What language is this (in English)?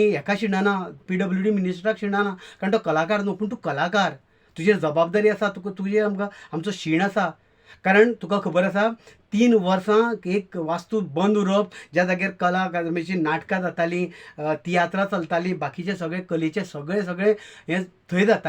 Konkani